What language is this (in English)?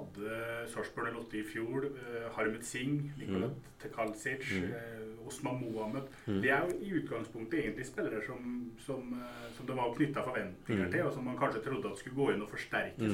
Norwegian